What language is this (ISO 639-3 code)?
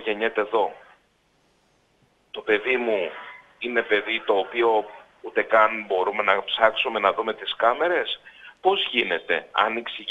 ell